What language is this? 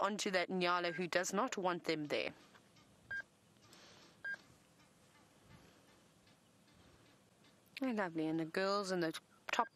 English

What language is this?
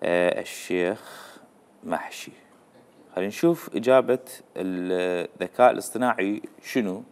Mesopotamian Arabic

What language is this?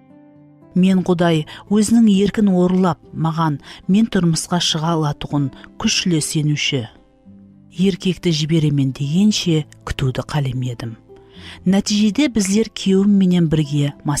Kara-Kalpak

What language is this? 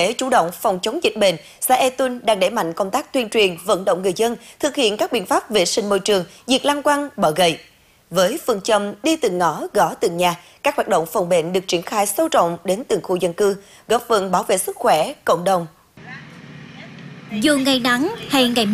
Vietnamese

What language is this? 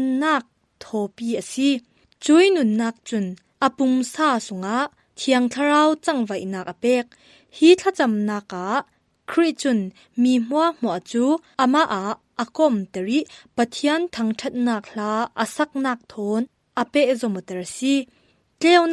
Falam Chin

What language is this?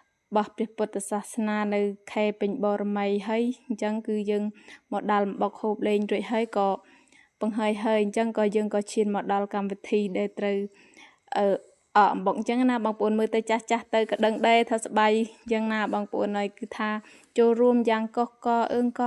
Khmer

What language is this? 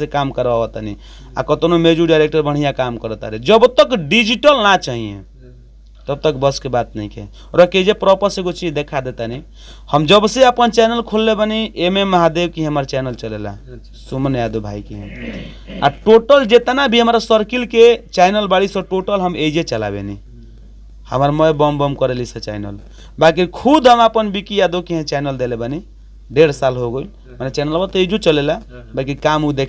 Bhojpuri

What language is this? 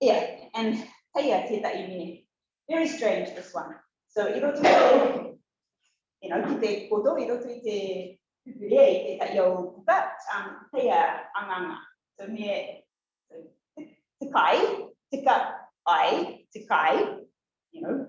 Rarotongan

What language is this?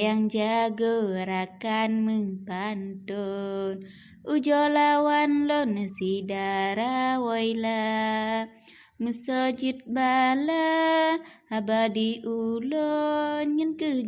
Achinese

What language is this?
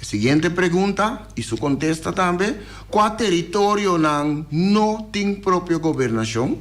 Papiamento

